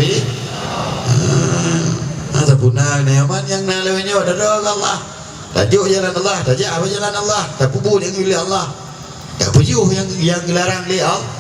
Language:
Achinese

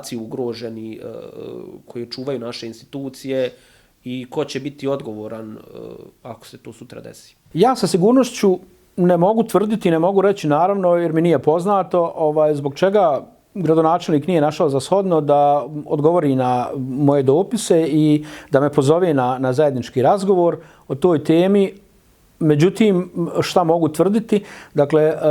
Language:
Bosnian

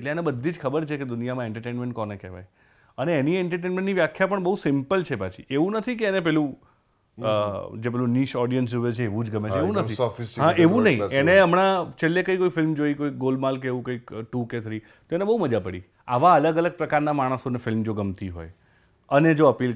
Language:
Gujarati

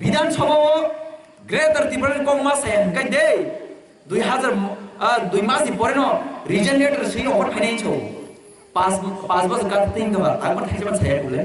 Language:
Kok Borok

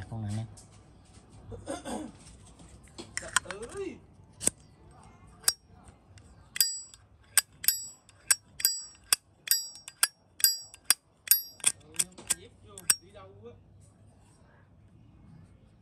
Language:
Vietnamese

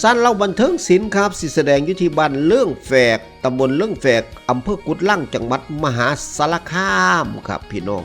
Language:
Northeastern Thai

